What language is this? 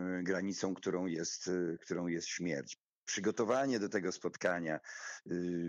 Polish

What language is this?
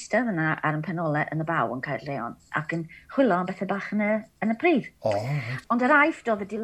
Welsh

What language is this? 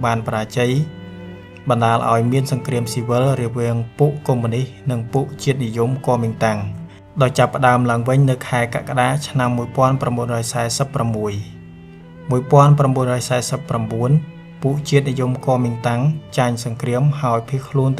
Khmer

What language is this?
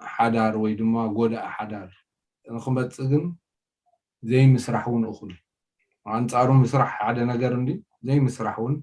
Tigrinya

